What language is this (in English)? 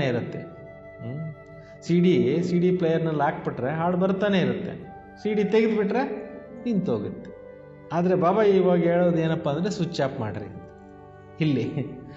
Kannada